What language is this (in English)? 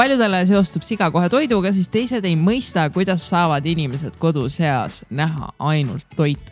Estonian